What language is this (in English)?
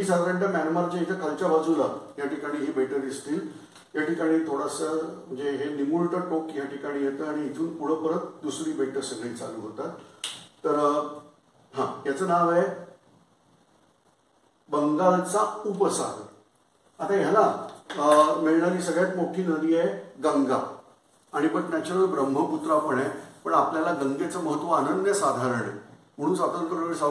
Marathi